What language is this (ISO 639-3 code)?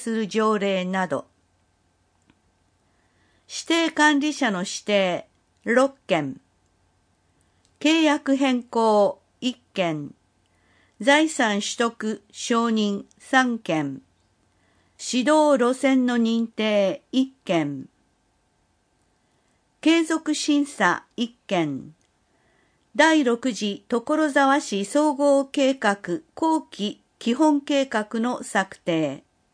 jpn